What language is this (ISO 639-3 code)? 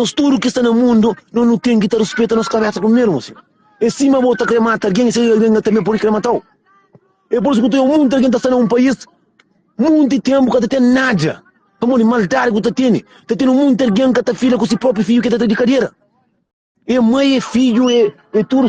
kea